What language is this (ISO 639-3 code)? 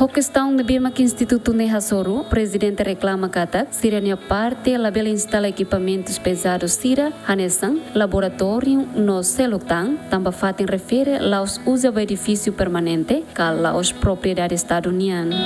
tet